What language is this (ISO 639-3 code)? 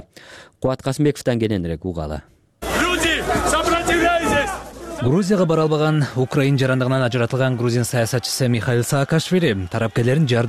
kir